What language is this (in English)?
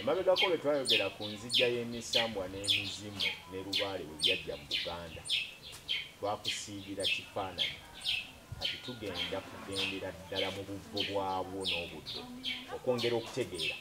Ganda